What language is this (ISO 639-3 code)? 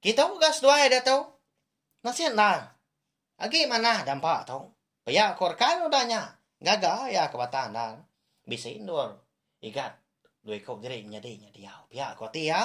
iba